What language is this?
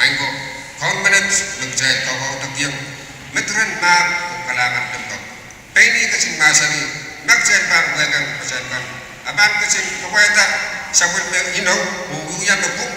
Pohnpeian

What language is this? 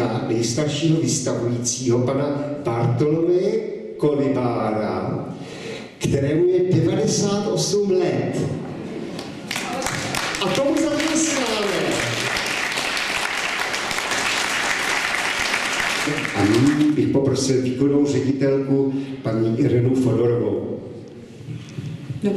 Czech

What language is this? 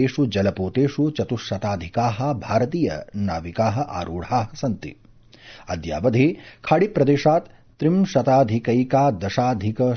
Sanskrit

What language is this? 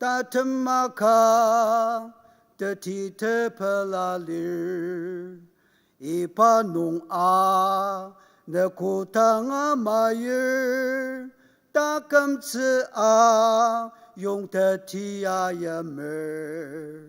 Ao Naga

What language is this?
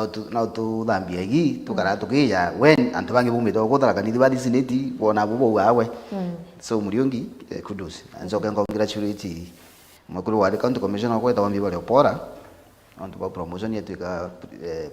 Meru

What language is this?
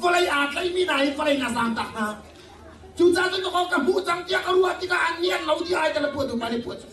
Hakha Chin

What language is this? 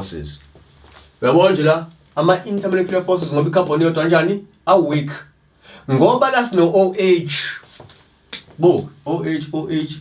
Zulu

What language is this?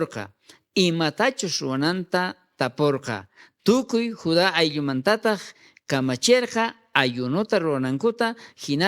South Bolivian Quechua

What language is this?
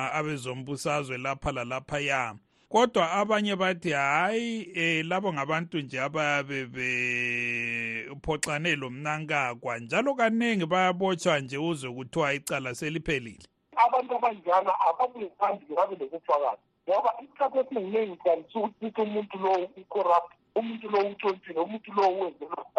North Ndebele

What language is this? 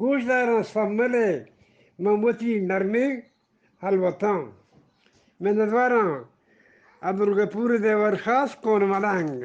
Eastern Balochi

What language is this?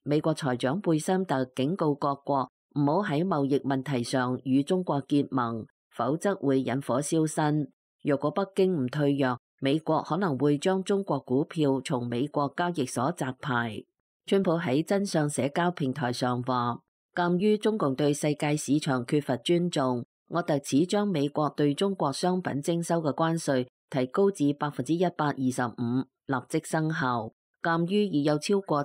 Cantonese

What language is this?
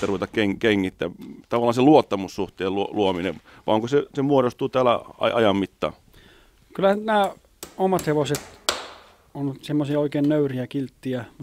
Finnish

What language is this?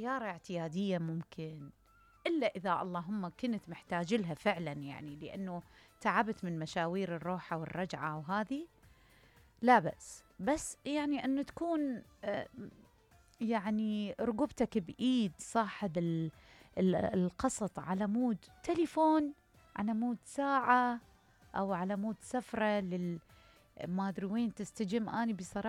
Mesopotamian Arabic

